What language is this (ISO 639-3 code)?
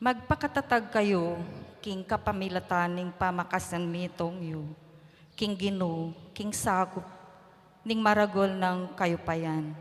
pam